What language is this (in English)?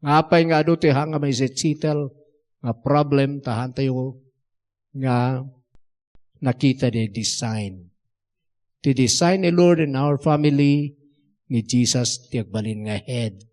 Iloko